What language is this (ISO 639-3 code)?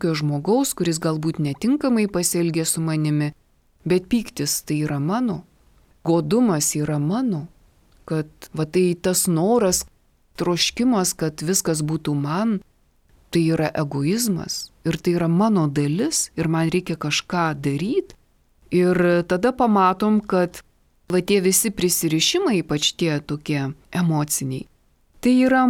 lit